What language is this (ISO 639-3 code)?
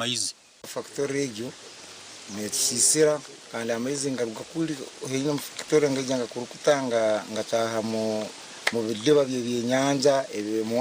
nyn